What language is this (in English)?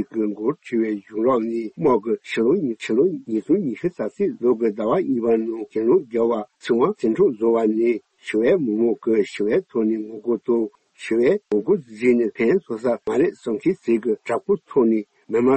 Tibetan